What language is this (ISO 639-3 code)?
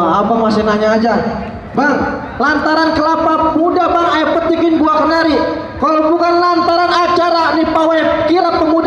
bew